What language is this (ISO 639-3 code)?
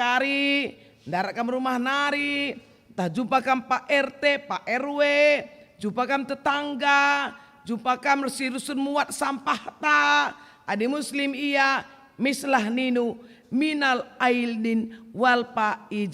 btx